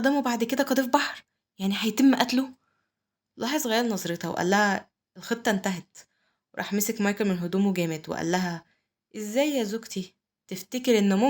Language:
Egyptian Arabic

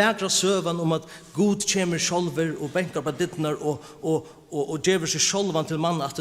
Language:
Faroese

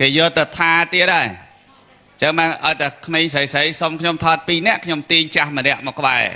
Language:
Khmer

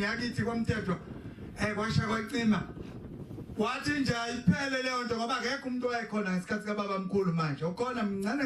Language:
Zulu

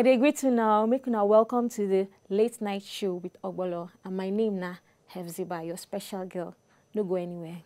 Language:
Nigerian Pidgin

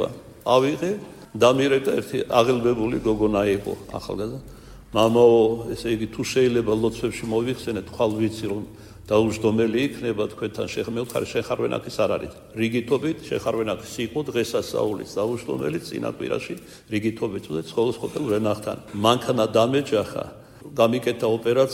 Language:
Georgian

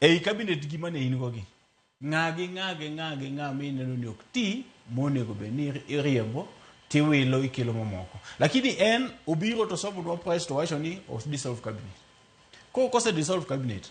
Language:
Luo (Kenya and Tanzania)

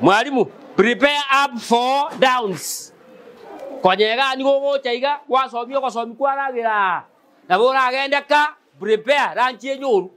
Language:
Gusii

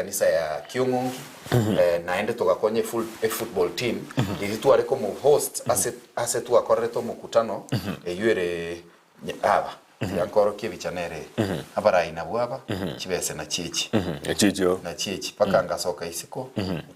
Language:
Gusii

